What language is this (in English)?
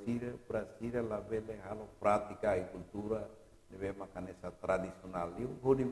Tetum